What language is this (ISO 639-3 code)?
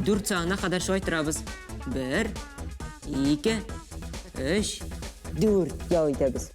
tat